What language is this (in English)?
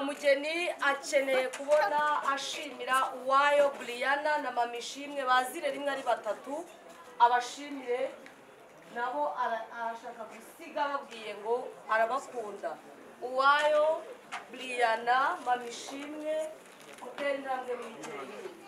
Kinyarwanda